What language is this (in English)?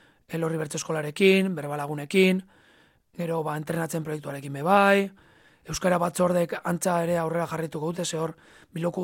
Basque